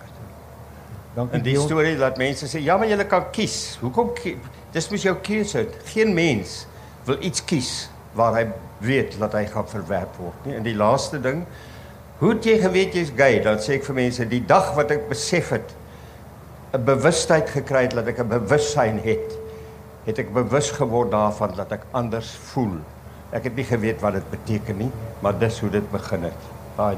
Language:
Afrikaans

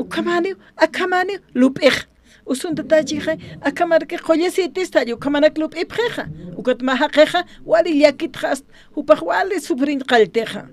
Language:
Aymara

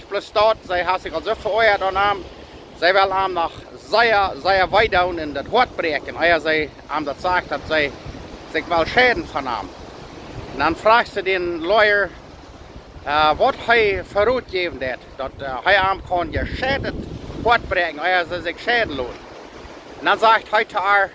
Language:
Plautdietsch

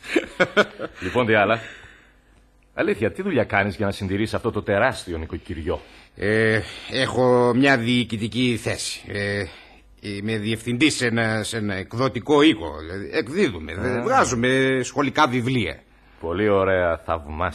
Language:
Greek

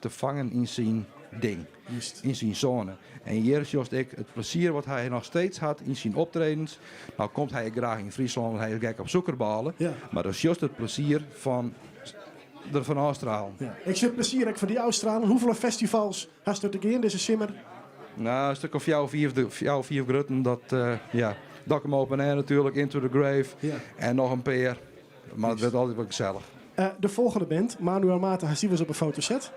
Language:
Western Frisian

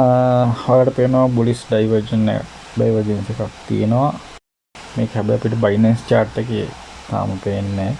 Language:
Sinhala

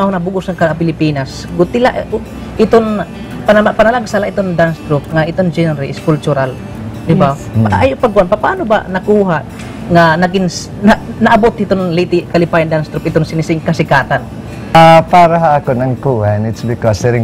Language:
Waray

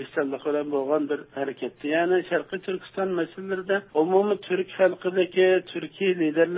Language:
Uyghur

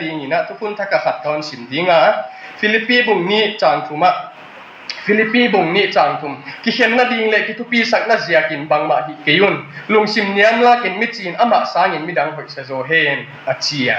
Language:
Tedim Chin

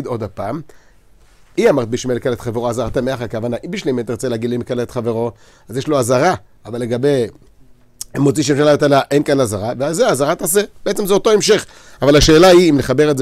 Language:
Hebrew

